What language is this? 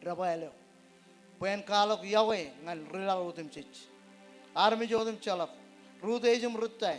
Marshallese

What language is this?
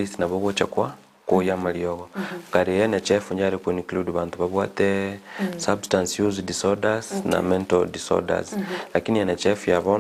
Gusii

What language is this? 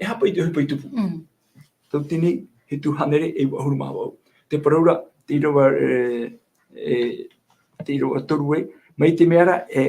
Tahitian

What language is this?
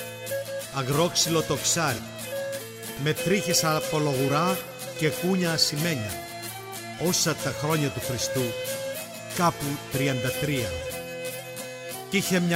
Greek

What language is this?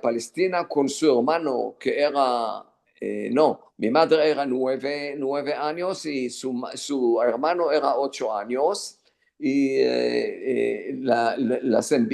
Ladino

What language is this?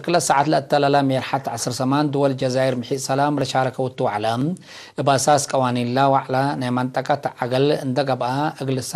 Tigre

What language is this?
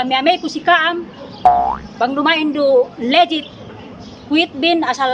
Yakan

